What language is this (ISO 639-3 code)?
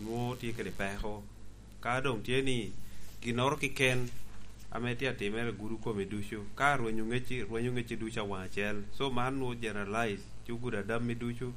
laj